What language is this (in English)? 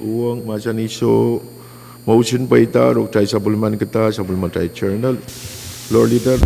Pohnpeian